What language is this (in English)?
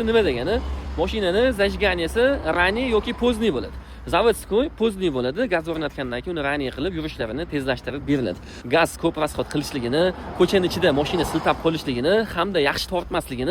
Uzbek